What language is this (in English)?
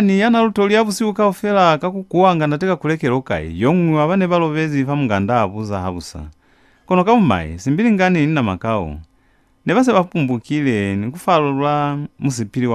Lozi